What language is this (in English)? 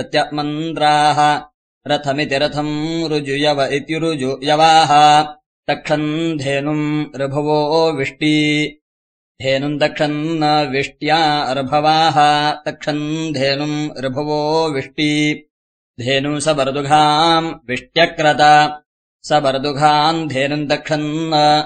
Sanskrit